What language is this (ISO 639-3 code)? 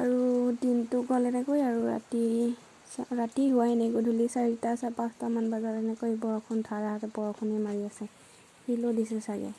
asm